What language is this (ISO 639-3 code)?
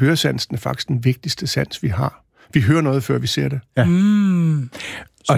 dan